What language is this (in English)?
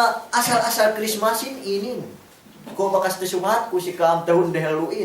Yakan